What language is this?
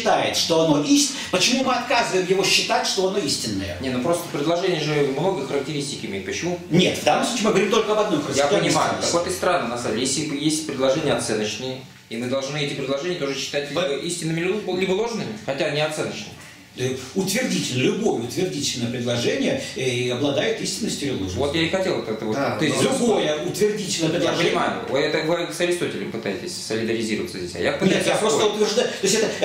Russian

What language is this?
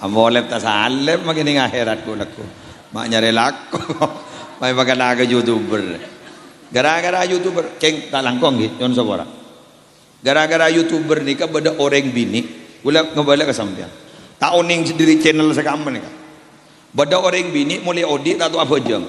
Madurese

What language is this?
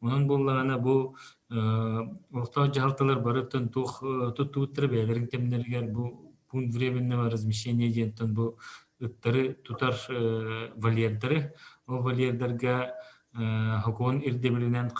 Yakut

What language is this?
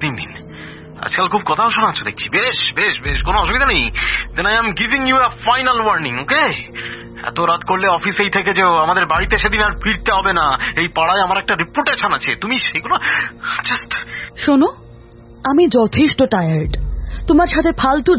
Bangla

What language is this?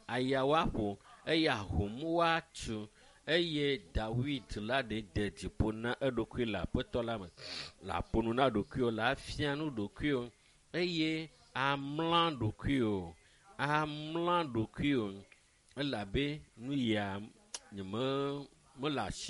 Ewe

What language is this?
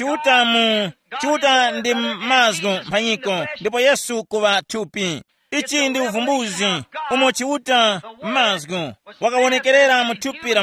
Tumbuka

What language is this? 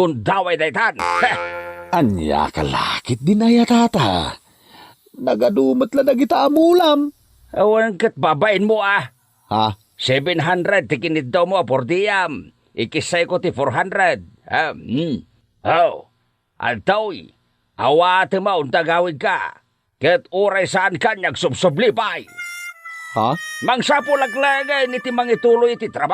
Iloko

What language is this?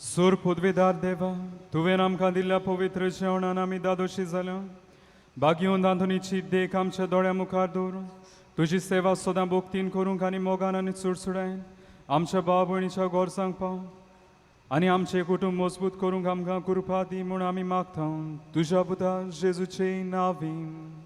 Konkani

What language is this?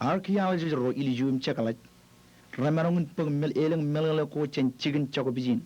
Marshallese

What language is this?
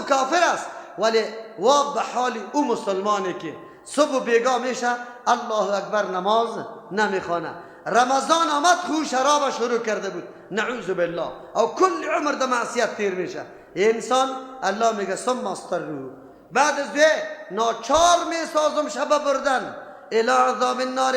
Persian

